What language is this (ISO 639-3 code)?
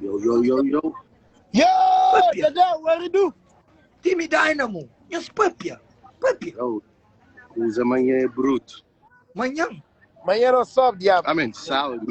kea